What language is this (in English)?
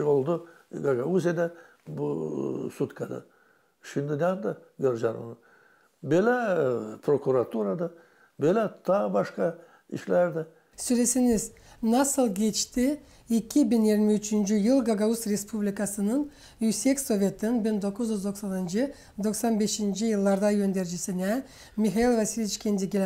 Gagauz